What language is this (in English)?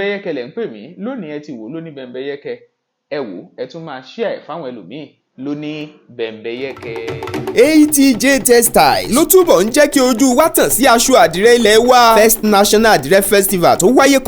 Yoruba